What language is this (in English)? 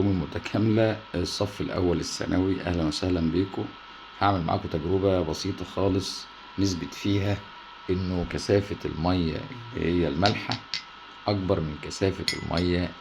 Egyptian Arabic